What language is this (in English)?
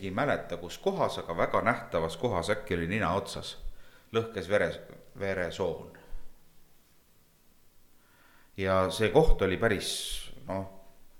Estonian